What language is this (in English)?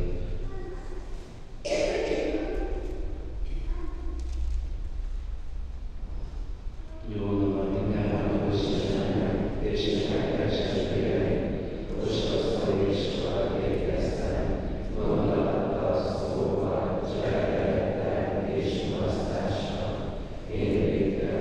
Hungarian